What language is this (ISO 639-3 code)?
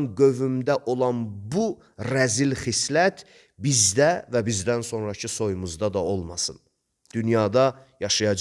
aze